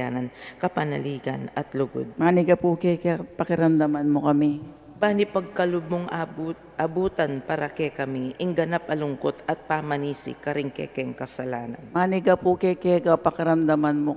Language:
Pampanga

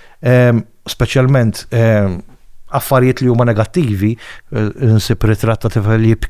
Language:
Maltese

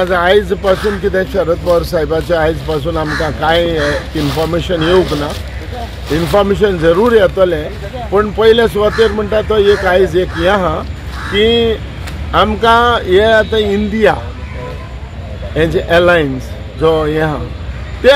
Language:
Konkani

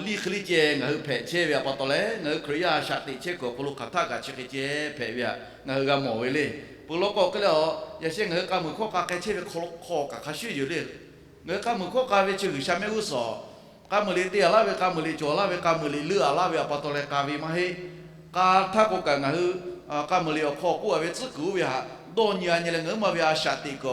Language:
Lahu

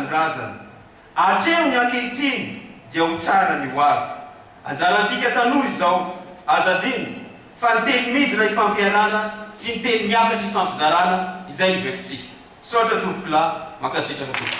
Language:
Malagasy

